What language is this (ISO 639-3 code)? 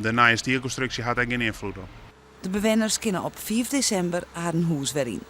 fry